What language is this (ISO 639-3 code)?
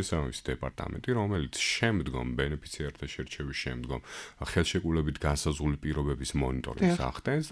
kat